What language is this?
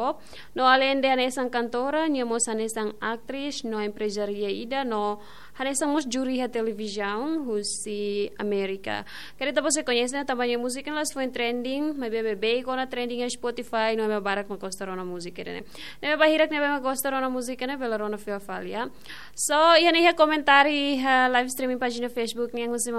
Tetum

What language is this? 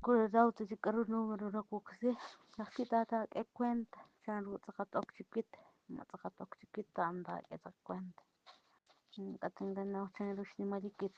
Kekchí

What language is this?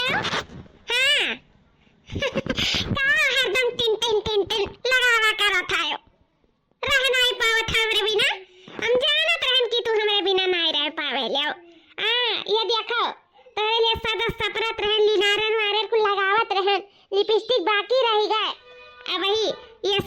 Awadhi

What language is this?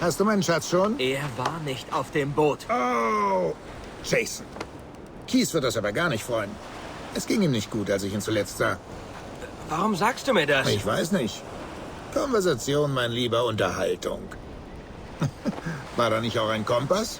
Bavarian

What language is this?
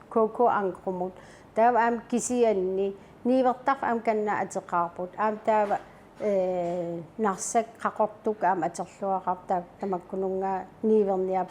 Kalaallisut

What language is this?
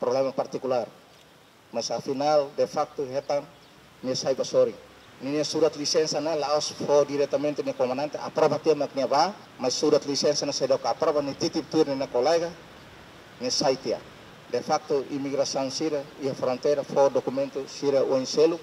Tetum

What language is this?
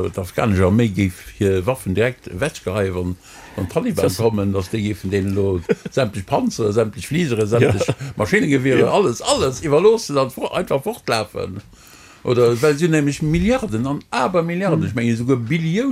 Luxembourgish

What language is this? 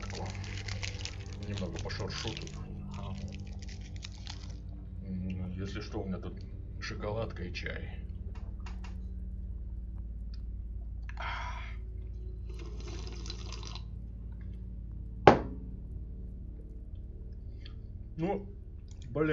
Russian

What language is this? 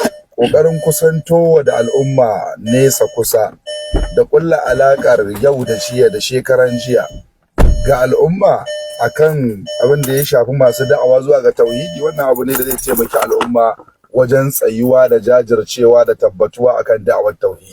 Hausa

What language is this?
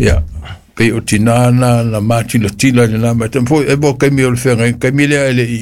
Samoan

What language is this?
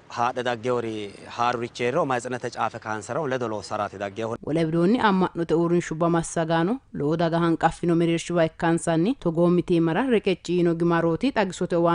Sidamo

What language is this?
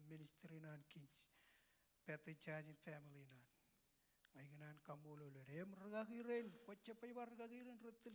Marshallese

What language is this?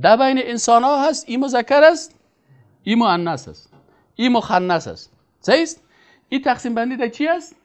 Persian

